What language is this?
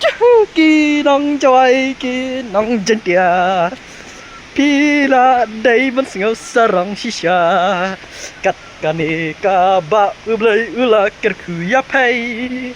Khasi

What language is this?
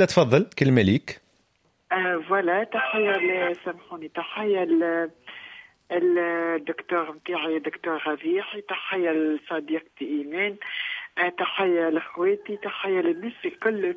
Tunisian Arabic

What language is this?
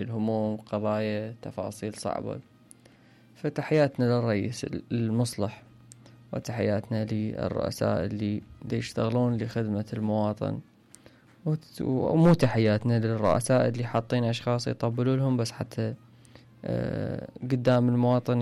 Mesopotamian Arabic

